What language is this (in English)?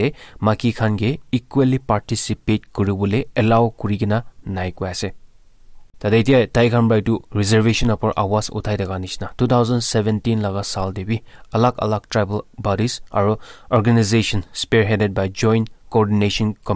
Naga Pidgin